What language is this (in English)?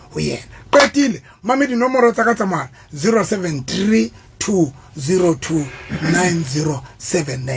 Southern Sotho